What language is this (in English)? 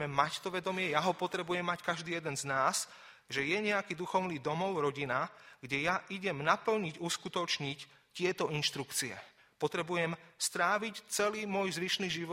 Slovak